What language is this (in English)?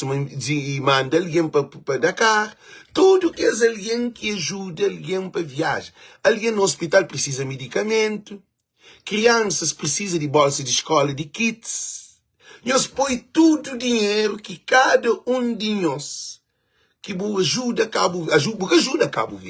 Kabuverdianu